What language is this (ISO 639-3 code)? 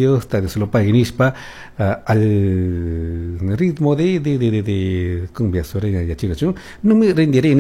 qug